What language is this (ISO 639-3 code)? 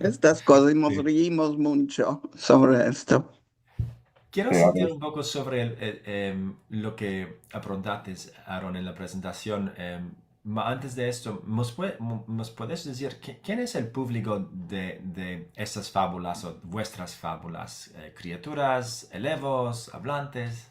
lad